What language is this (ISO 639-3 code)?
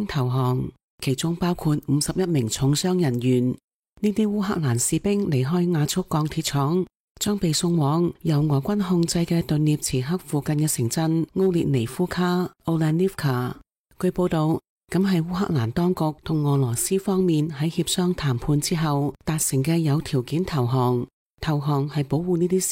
yue